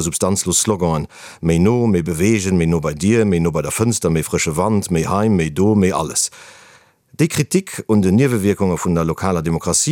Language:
Luxembourgish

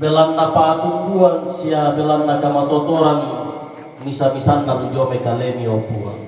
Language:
Toraja-Sa'dan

